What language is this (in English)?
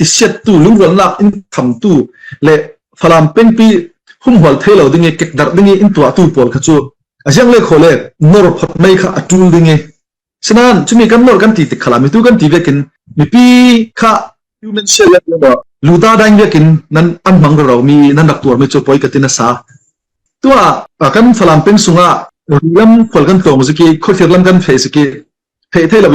Falam Chin